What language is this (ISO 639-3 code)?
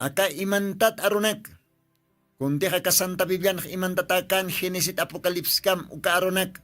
aym